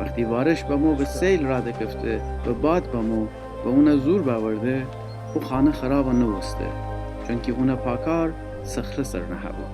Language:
Gilaki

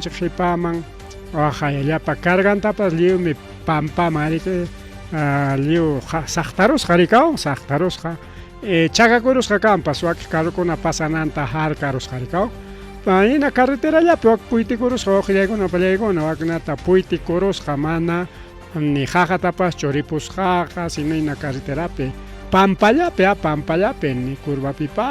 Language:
Ayacucho Quechua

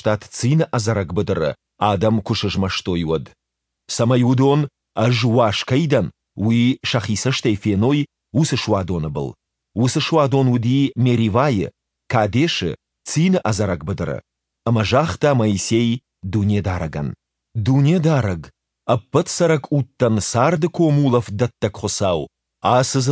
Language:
Ossetic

